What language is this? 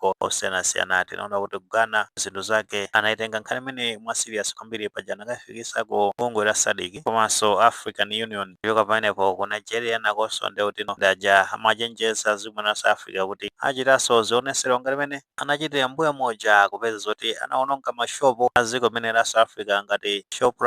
Nyanja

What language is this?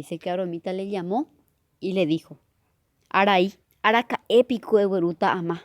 Guarani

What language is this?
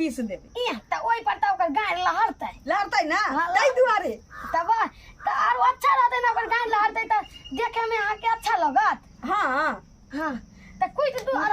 Maithili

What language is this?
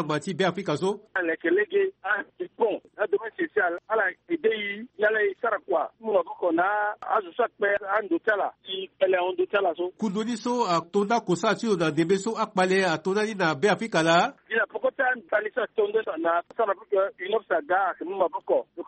Sango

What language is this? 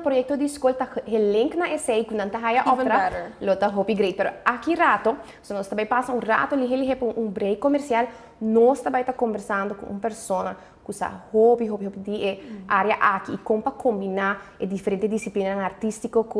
Papiamento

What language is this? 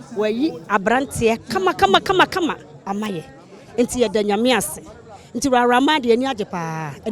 Akan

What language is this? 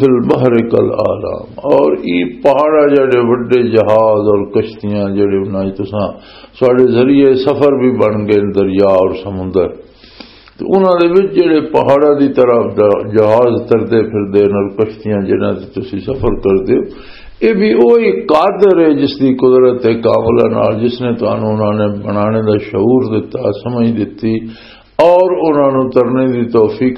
Western Panjabi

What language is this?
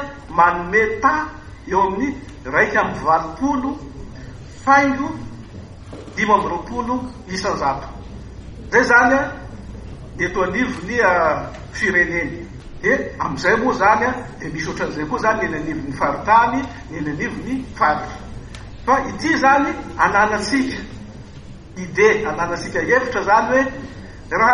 Malagasy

